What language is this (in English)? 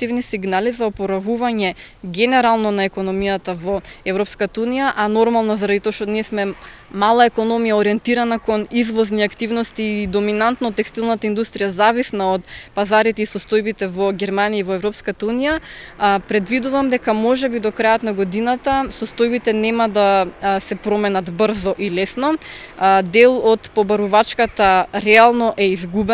Macedonian